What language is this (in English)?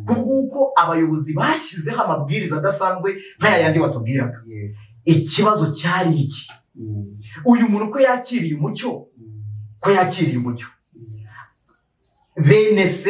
Kinyarwanda